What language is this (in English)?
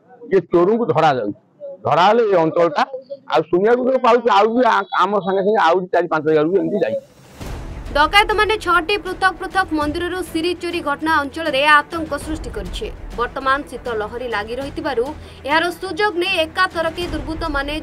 Odia